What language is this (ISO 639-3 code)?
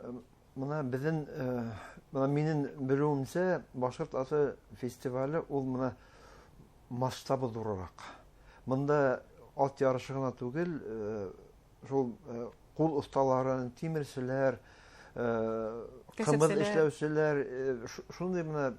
bak